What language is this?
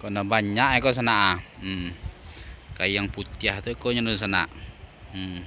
Minangkabau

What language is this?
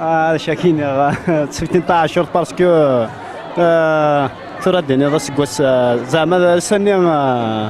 Kabyle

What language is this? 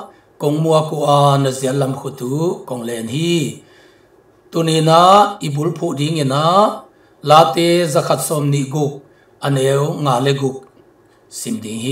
Tedim Chin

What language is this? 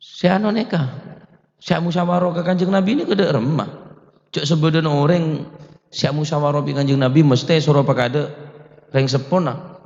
Madurese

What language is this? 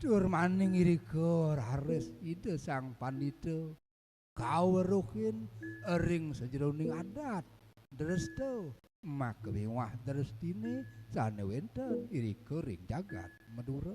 Balinese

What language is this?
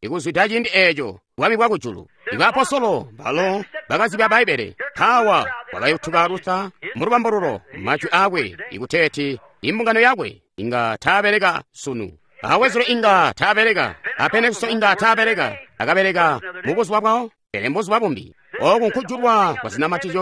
Tonga (Zambia)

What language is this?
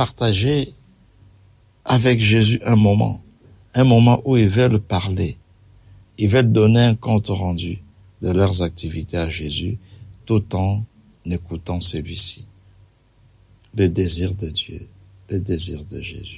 French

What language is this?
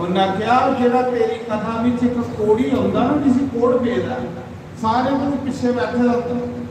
Dogri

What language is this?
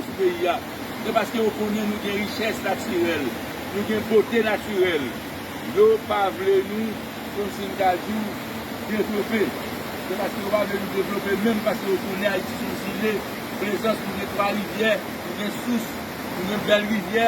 Haitian Creole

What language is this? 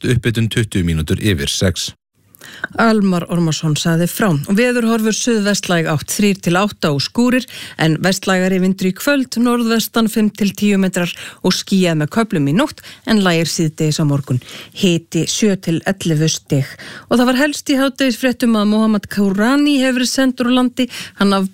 Icelandic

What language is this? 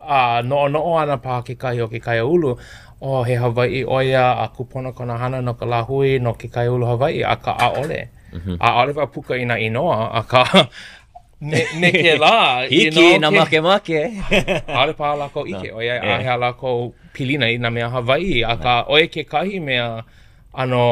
Hawaiian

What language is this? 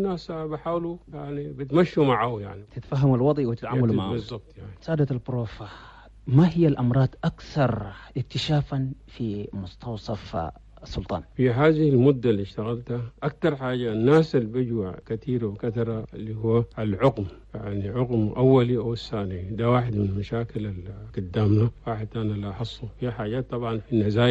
Chadian Arabic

